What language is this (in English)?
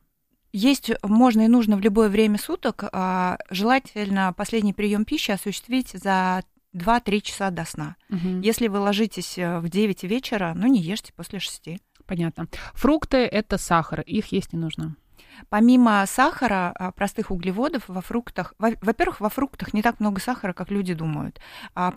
Russian